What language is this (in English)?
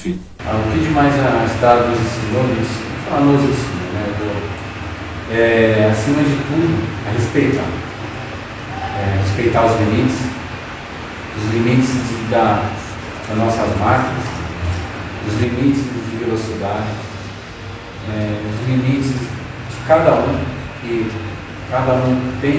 Portuguese